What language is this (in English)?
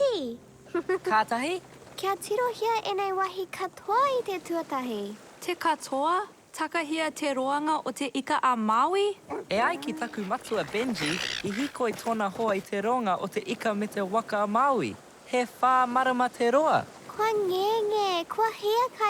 Māori